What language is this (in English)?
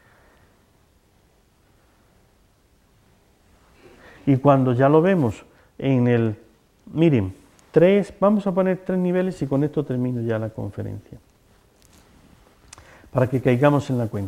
Spanish